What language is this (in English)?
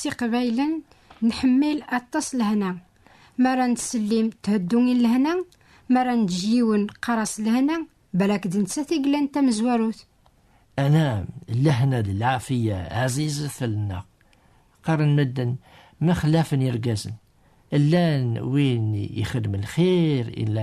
Kabyle